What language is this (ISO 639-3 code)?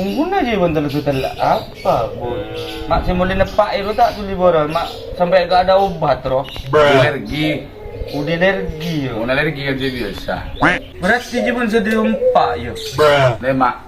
mad